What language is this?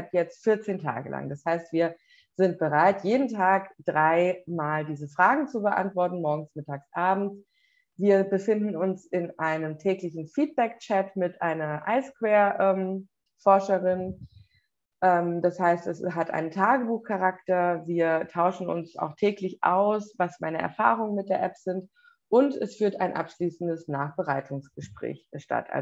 German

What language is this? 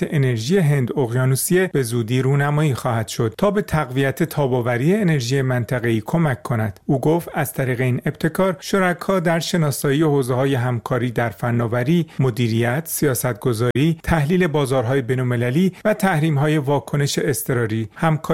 Persian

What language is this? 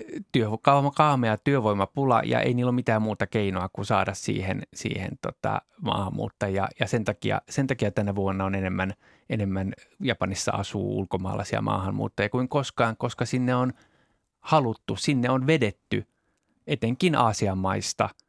Finnish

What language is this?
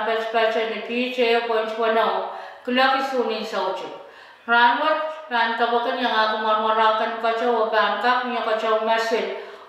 Pohnpeian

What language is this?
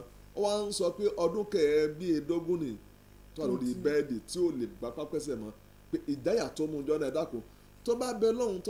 Yoruba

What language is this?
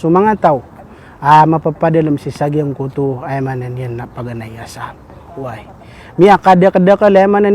Maranao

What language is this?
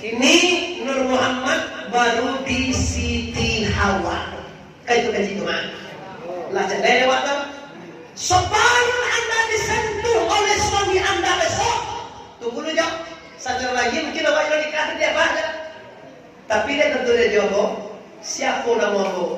Minangkabau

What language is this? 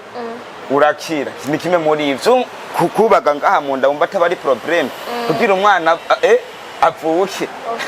Rundi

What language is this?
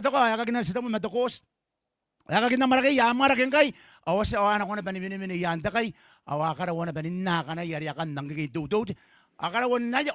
Gilbertese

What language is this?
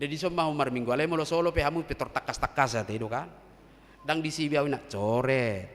Batak Toba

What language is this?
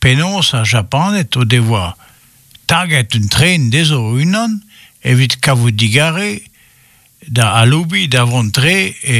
Breton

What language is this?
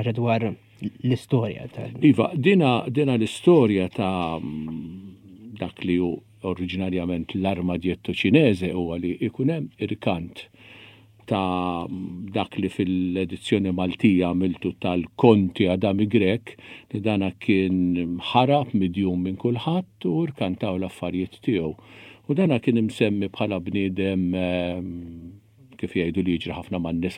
Maltese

